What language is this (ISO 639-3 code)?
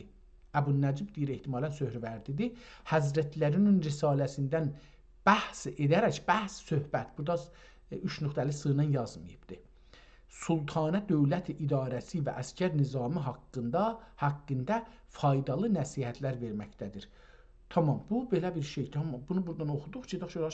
azb